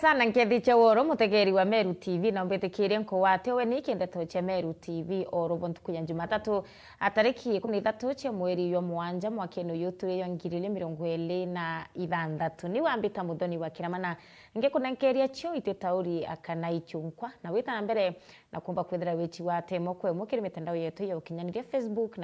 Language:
Meru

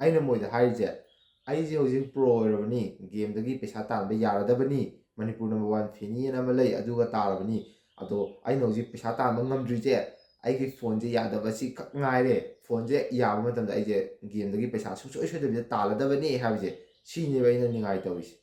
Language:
Manipuri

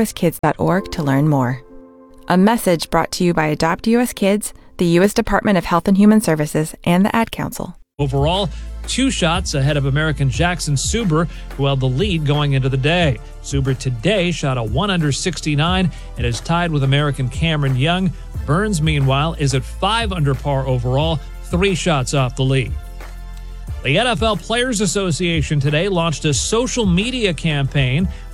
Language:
English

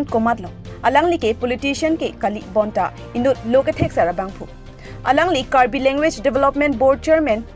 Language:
Karbi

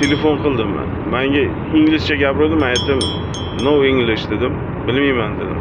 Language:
Uzbek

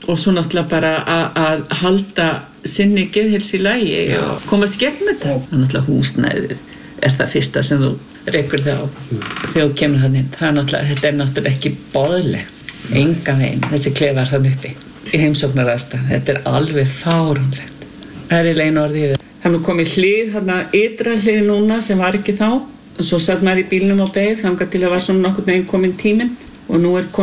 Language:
Icelandic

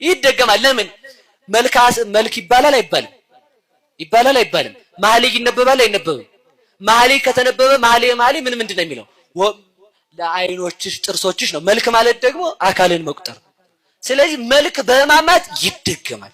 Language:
Amharic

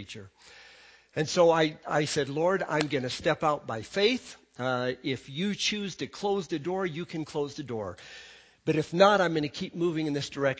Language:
English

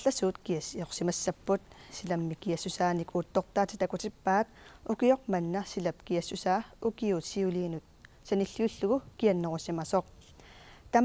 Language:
Kalaallisut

